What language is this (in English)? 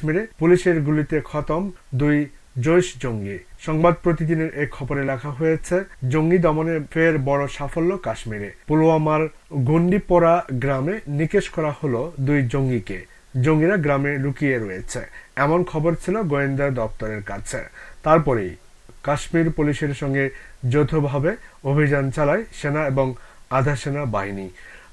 Bangla